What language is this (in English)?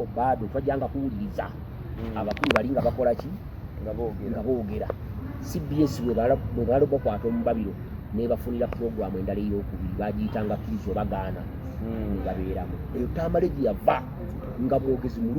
Ganda